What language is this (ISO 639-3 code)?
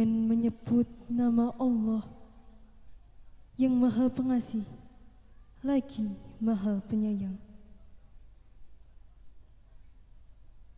ind